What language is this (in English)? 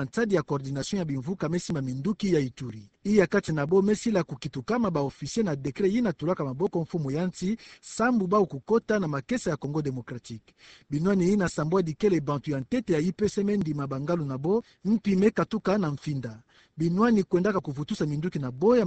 Kituba (Democratic Republic of Congo)